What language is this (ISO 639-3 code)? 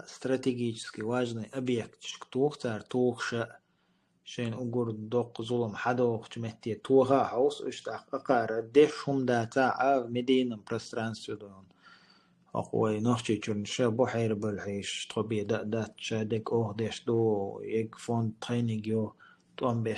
che